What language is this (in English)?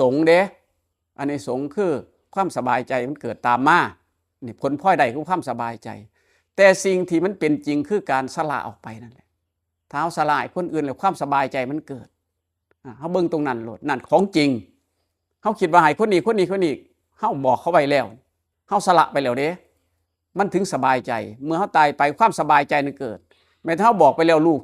Northeastern Thai